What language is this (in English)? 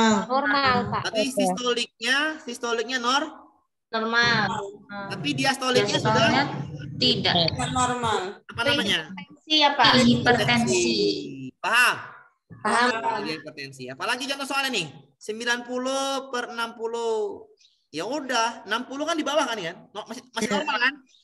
Indonesian